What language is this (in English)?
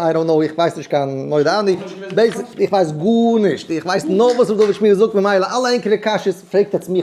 Yiddish